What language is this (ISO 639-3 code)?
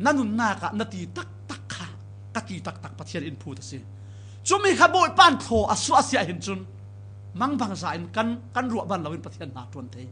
cfm